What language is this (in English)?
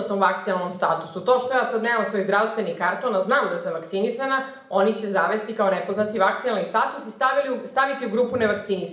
Serbian